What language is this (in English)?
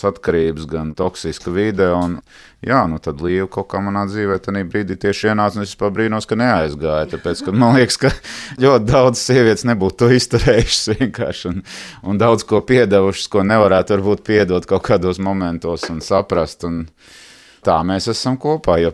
Latvian